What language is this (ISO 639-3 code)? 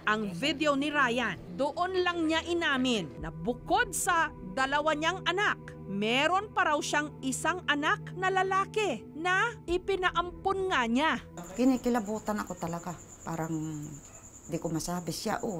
fil